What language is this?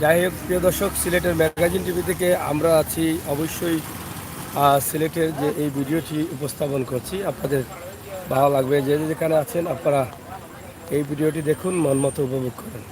Sylheti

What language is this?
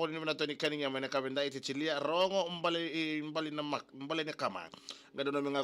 Fijian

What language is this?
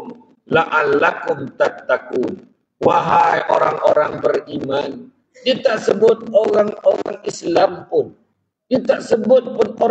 Malay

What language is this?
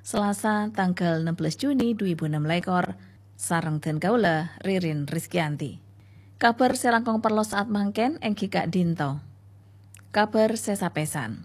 Madurese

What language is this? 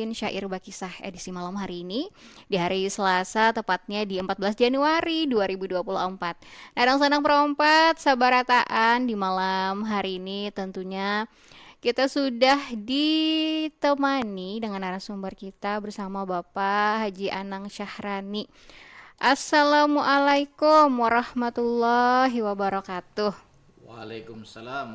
Banjar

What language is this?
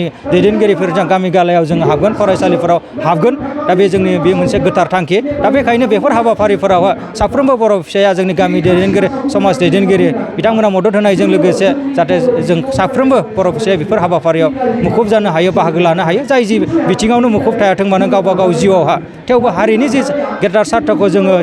Bodo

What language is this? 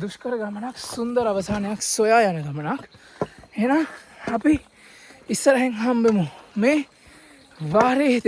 Sinhala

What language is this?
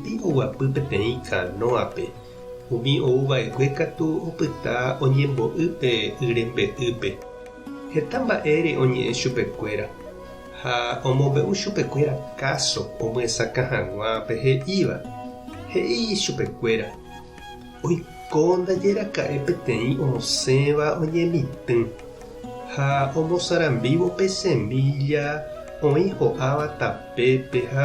Guarani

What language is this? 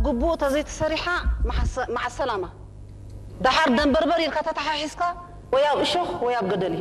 Tigrinya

